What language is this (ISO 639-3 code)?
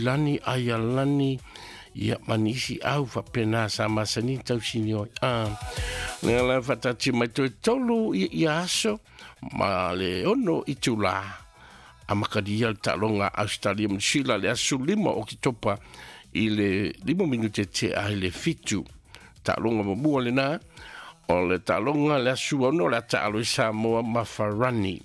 smo